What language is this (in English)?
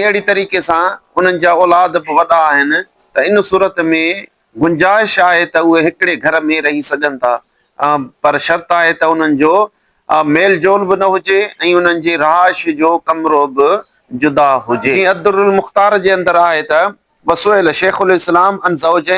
Sindhi